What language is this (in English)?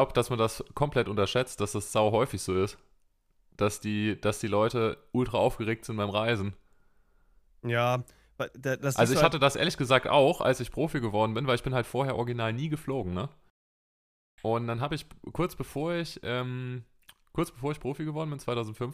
German